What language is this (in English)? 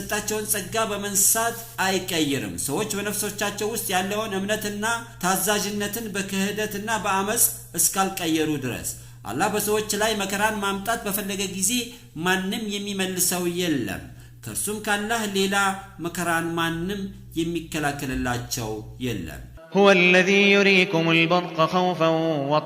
Amharic